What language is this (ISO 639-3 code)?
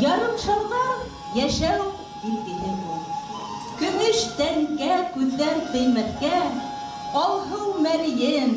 bak